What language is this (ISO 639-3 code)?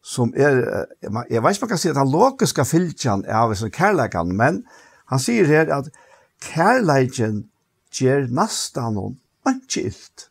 fao